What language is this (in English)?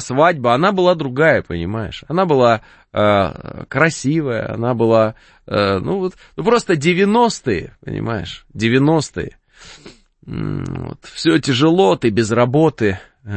Russian